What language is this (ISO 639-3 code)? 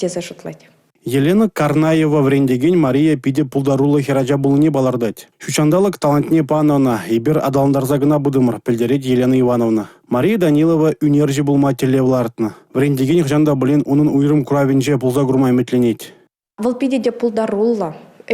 chv